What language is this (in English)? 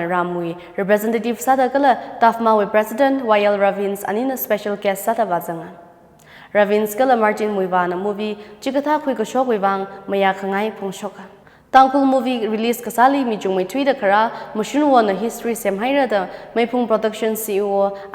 Tangkhul Naga (India)